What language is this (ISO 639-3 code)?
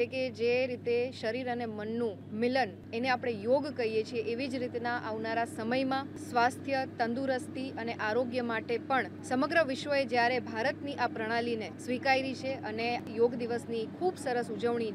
guj